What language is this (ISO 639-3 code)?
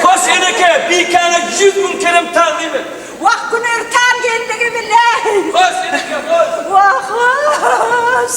tuk